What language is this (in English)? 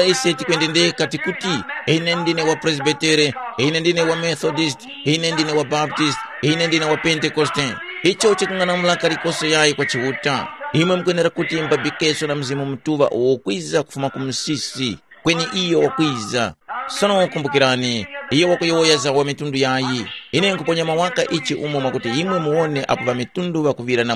Tumbuka